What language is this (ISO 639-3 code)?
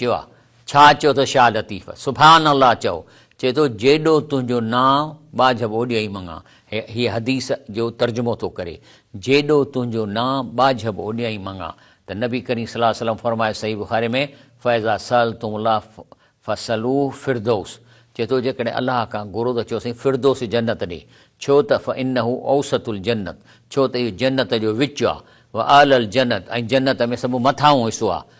snd